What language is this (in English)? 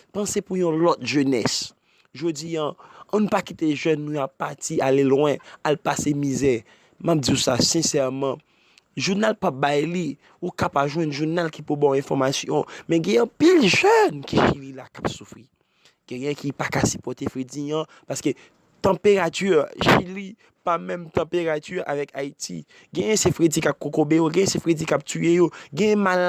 Haitian Creole